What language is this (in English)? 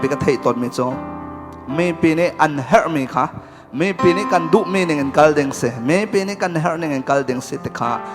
Hakha Chin